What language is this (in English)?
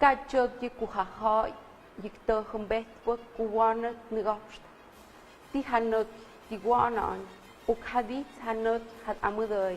Tlahuitoltepec Mixe